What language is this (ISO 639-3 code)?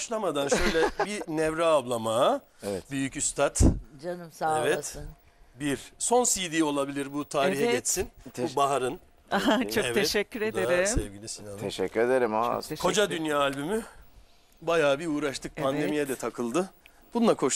tur